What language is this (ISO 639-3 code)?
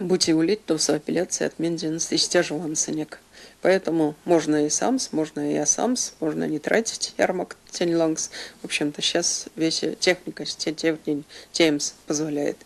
myv